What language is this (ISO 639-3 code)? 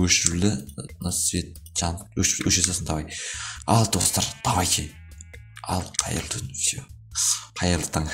kaz